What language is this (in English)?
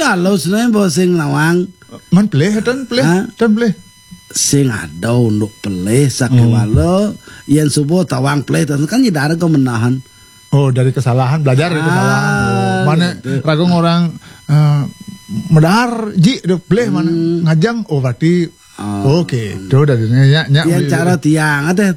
Balinese